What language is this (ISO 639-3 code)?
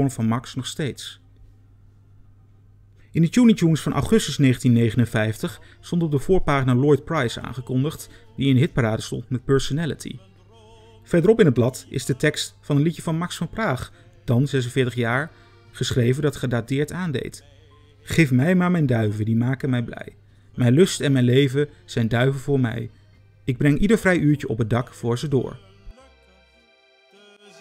nld